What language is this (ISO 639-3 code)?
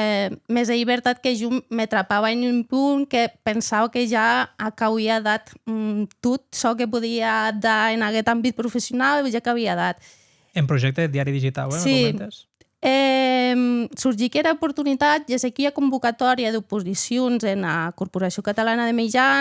oci